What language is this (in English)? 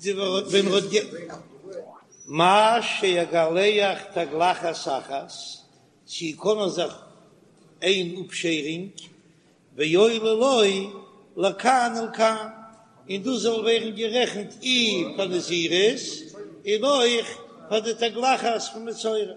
Yiddish